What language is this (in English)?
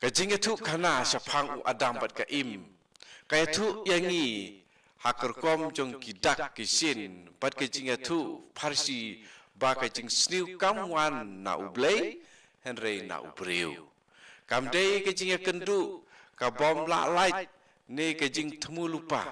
Khasi